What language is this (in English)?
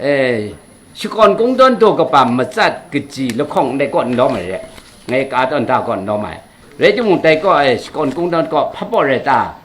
Kachin